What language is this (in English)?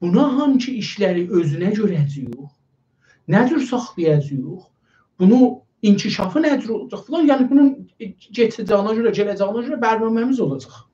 South Azerbaijani